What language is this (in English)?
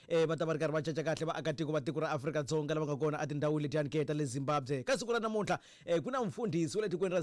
Tsonga